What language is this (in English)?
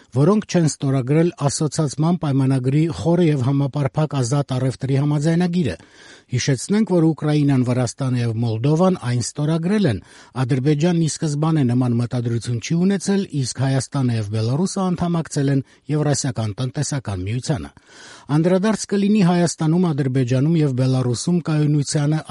Armenian